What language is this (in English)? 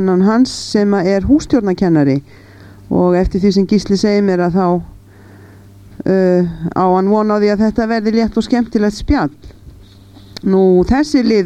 Icelandic